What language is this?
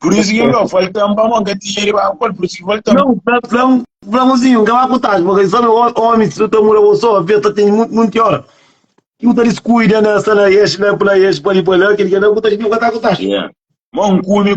Kabuverdianu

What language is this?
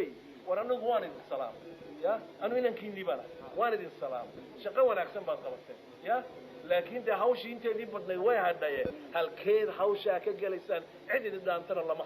Somali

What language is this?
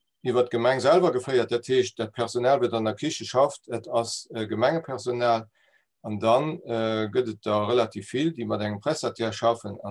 Luxembourgish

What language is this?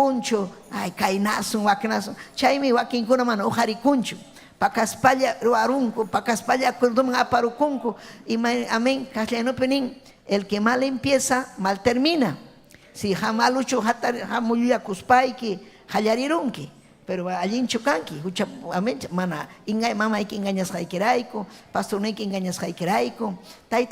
Ayacucho Quechua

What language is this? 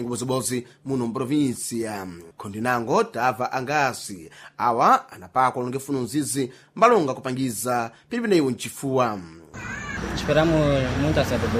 Sena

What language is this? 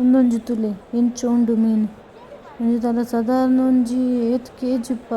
Tulu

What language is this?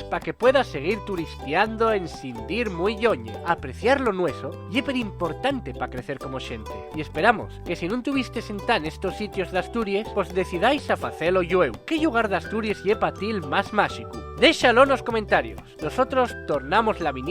Asturian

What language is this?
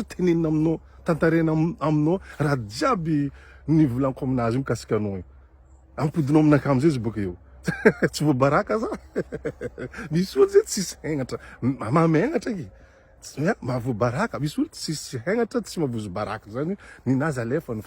Malagasy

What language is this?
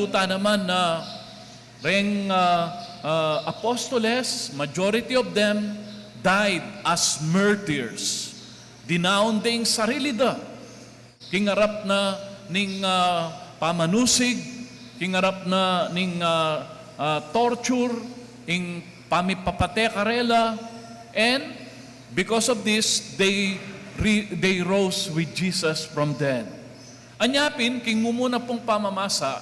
Pampanga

